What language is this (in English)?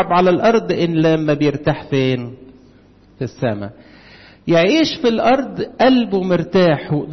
Egyptian Arabic